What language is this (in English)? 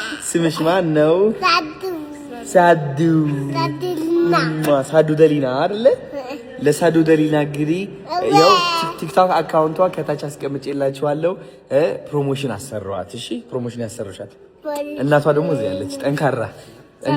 Amharic